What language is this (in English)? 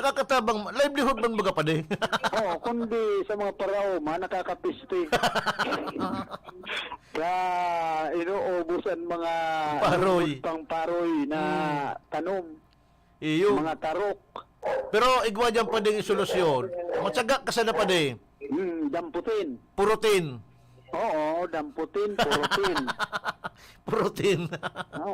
Bikol